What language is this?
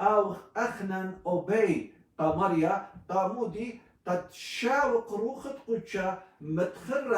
Assyrian Neo-Aramaic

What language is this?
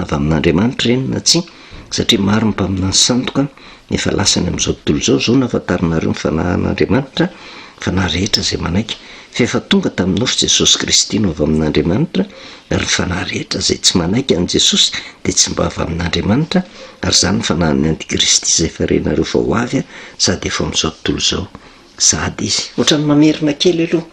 Malagasy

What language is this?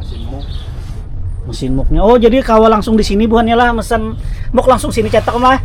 Banjar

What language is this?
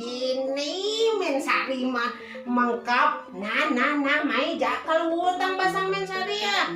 Balinese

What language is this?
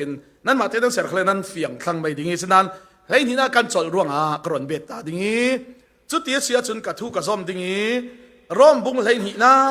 Falam Chin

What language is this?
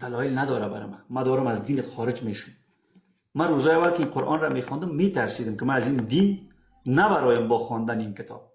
Persian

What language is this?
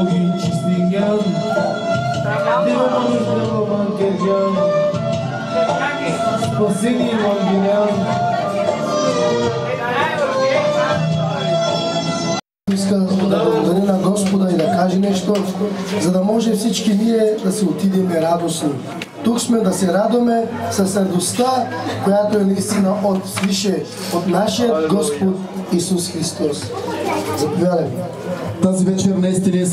Bulgarian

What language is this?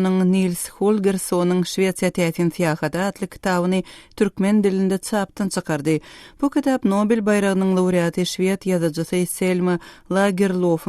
Turkmen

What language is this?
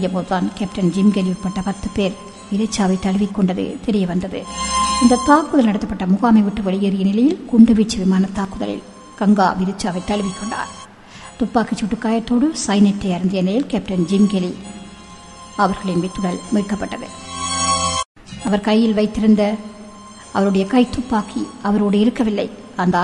Tamil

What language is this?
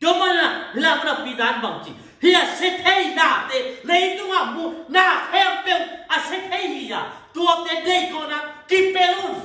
Tedim Chin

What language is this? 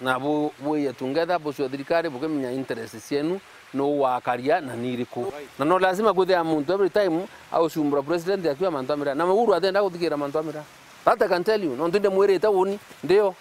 Meru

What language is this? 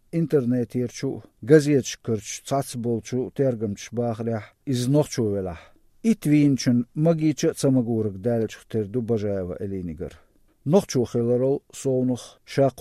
Chechen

